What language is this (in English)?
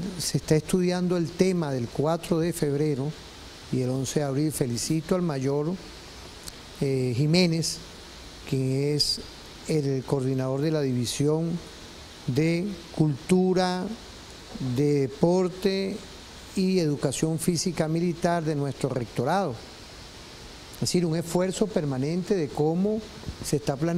Spanish